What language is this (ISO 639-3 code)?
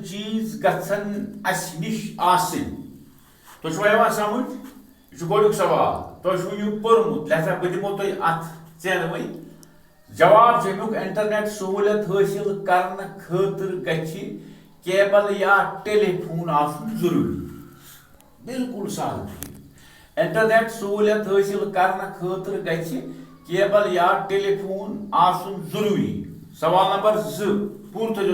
kas